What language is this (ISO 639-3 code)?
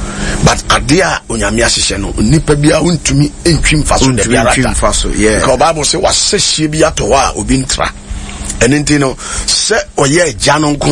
aka